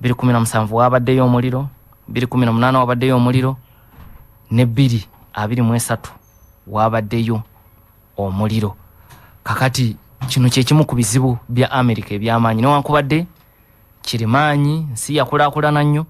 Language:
Ganda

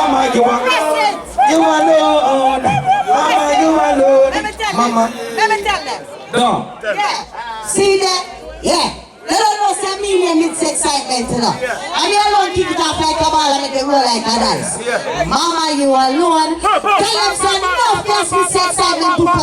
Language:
Jamaican Creole English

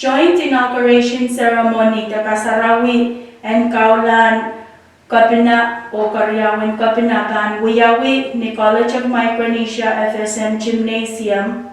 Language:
Pohnpeian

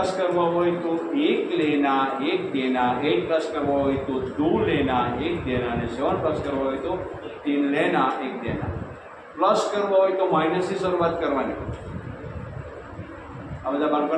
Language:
Gujarati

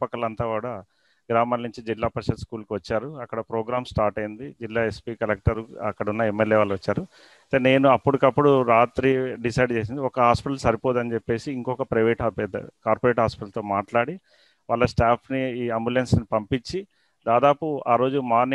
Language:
Telugu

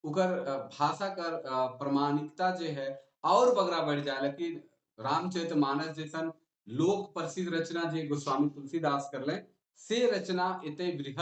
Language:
Sadri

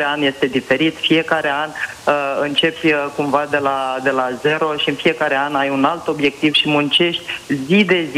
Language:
Romanian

